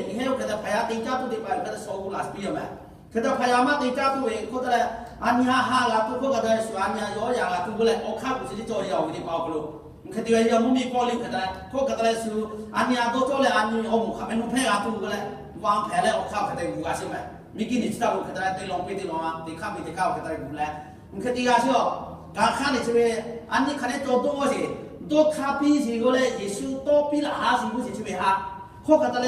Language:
Lahu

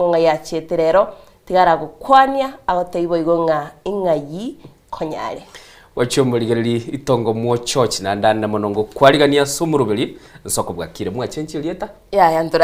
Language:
Gusii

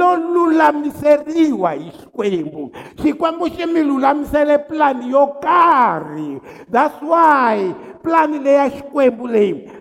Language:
Tsonga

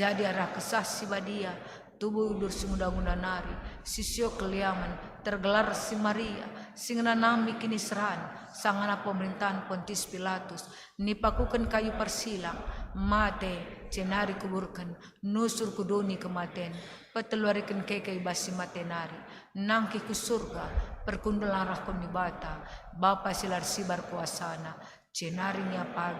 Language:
Batak Karo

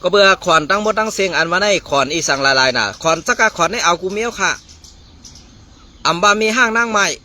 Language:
Shan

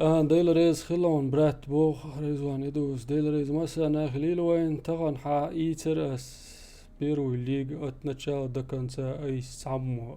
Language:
Chechen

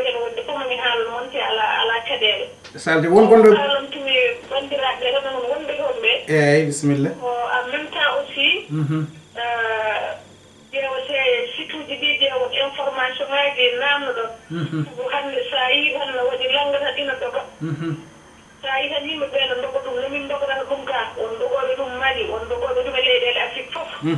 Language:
Fula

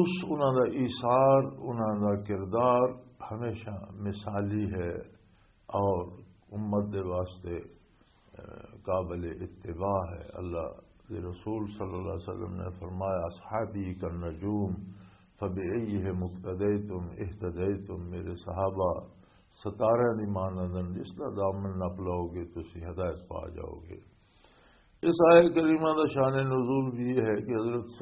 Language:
Western Panjabi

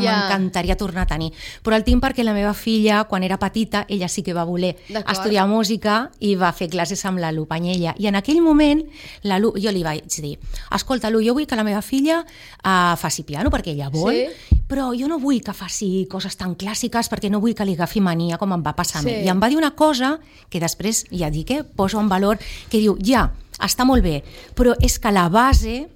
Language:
Catalan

